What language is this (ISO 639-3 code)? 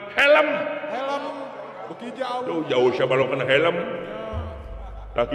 sun